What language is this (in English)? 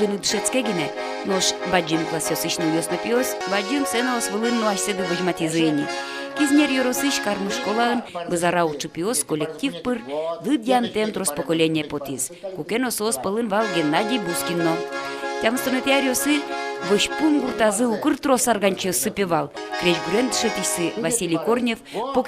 Udmurt